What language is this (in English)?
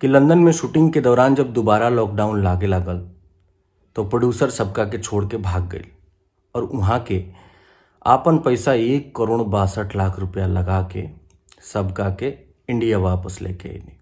Bhojpuri